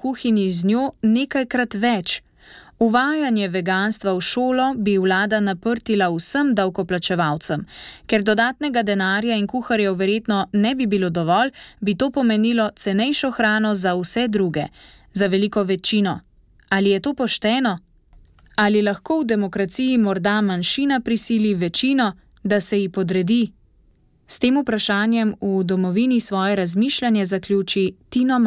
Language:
Slovenian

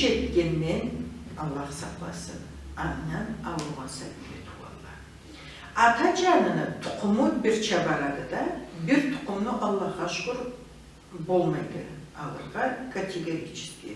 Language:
Karachay-Balkar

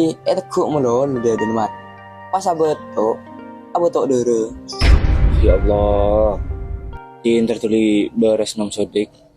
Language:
Madurese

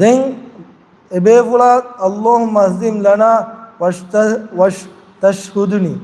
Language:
Divehi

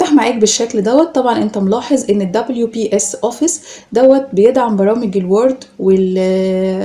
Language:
Egyptian Arabic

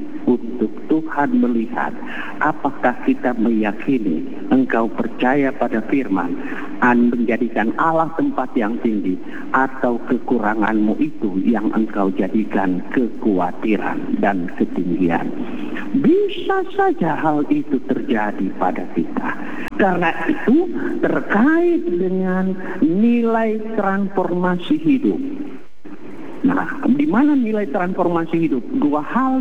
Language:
Indonesian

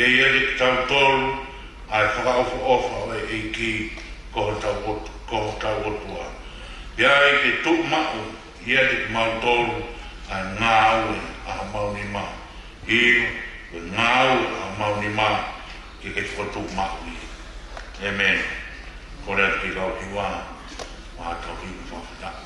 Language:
Tongan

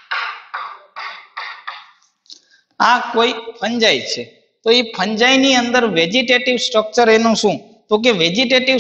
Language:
Gujarati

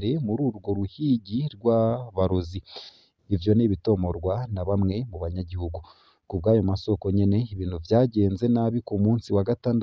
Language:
Rundi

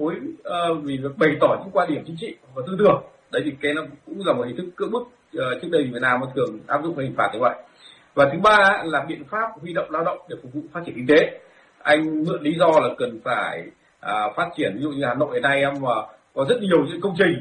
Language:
Vietnamese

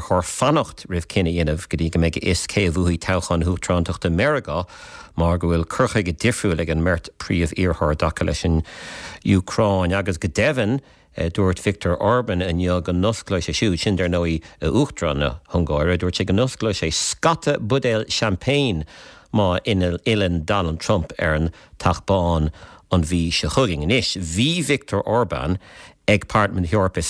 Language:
Irish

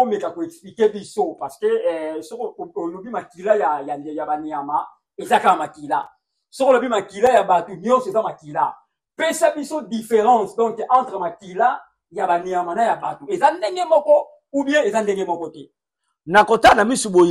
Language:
Lingala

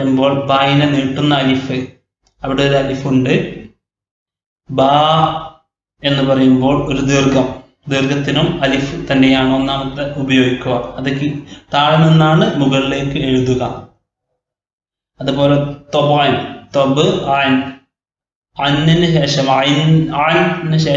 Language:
Malayalam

